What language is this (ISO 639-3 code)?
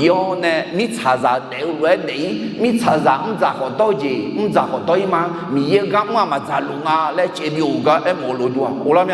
ahk